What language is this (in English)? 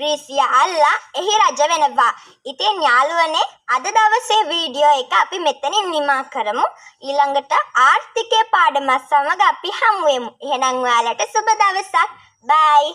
Sinhala